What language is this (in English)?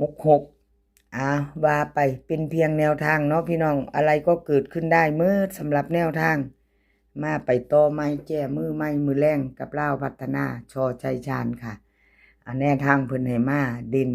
Northeastern Thai